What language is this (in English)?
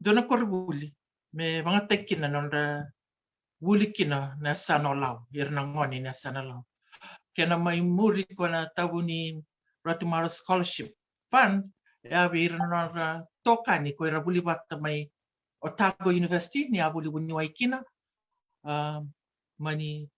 Fijian